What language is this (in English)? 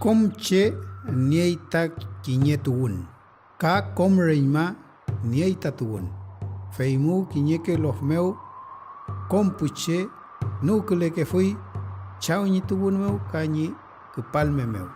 Mapuche